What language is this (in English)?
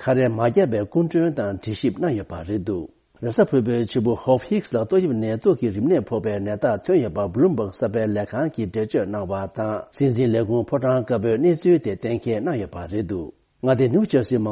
Tibetan